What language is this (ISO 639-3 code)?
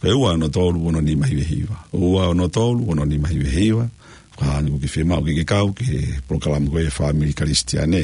ton